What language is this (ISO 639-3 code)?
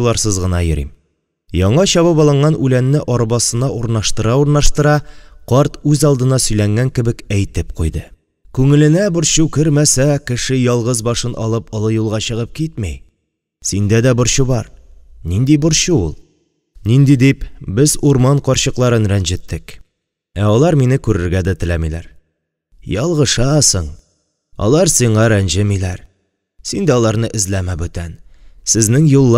tat